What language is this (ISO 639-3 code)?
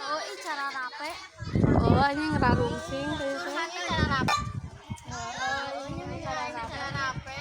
sun